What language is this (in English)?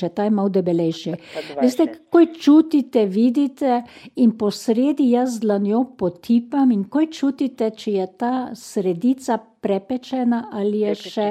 Slovenian